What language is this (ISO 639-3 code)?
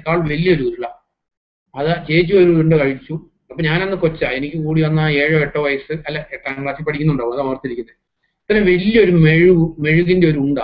mal